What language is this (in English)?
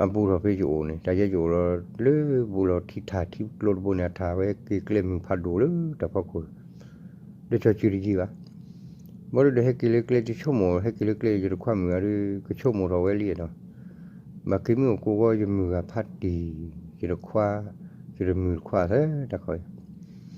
S'gaw Karen